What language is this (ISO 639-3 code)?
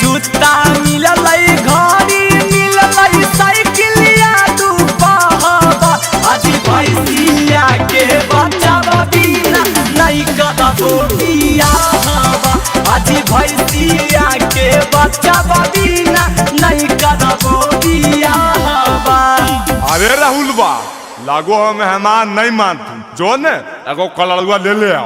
mag